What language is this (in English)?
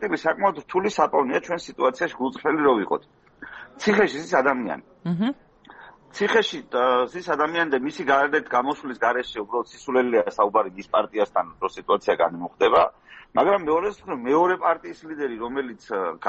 Georgian